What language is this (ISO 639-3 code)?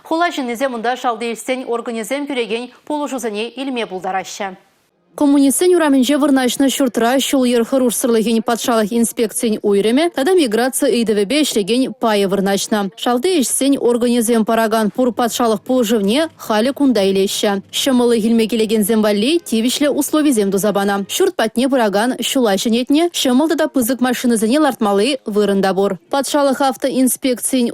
chv